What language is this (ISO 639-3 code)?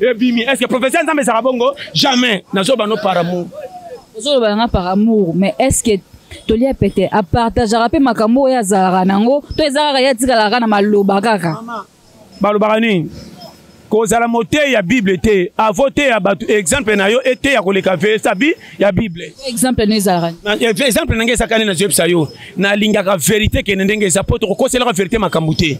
lin